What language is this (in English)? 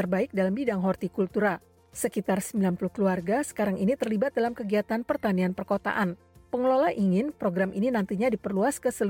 Indonesian